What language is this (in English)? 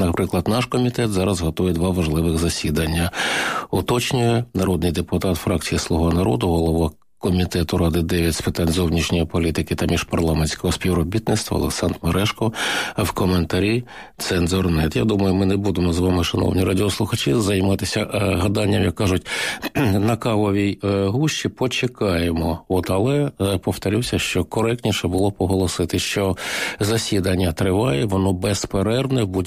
Ukrainian